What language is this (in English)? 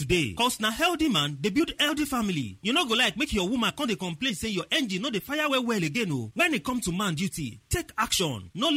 Nigerian Pidgin